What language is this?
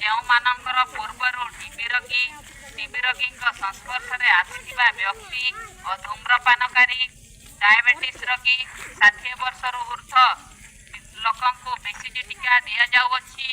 Odia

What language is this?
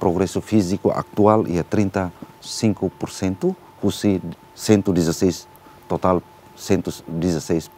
Tetum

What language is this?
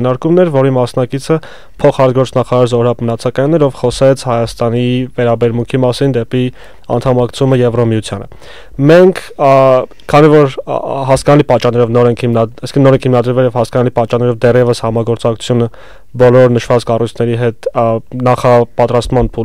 Armenian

